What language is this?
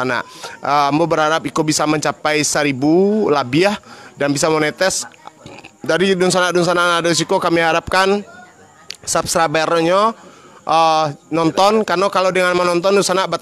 Minangkabau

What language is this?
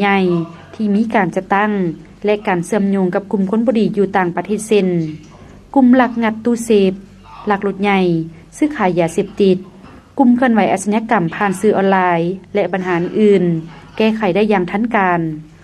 Lao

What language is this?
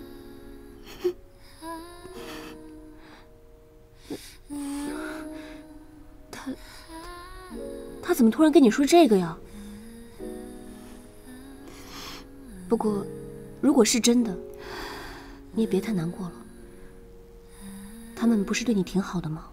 Chinese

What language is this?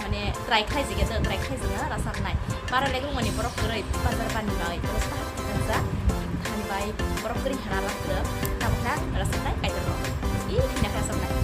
Kok Borok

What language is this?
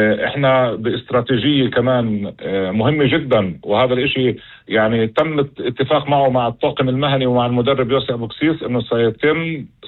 North Levantine Arabic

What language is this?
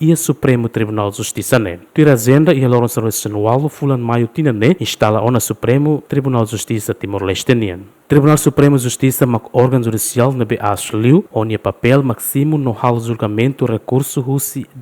Tetum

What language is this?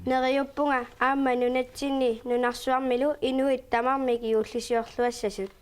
Kalaallisut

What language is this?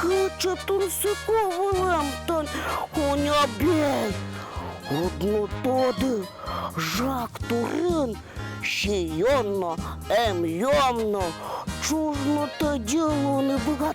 Udmurt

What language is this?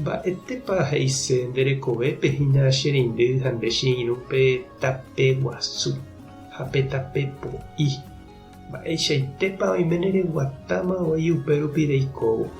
Guarani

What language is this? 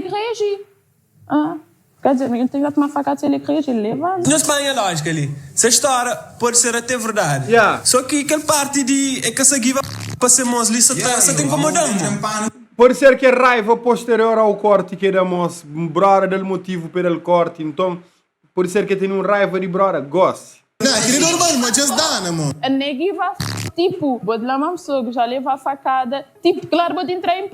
Kabuverdianu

